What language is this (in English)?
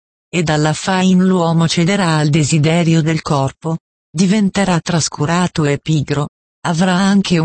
Italian